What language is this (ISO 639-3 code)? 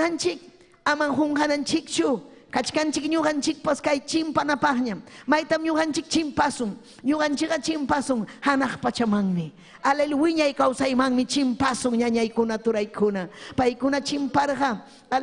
quy